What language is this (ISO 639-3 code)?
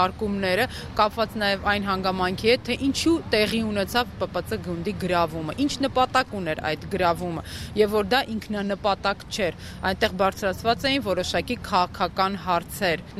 hye